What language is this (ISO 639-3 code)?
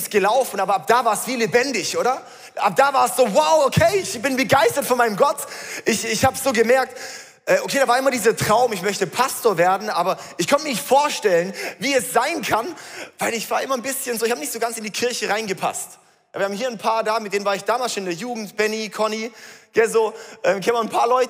gsw